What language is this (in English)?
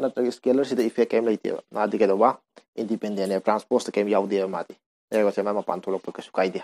Manipuri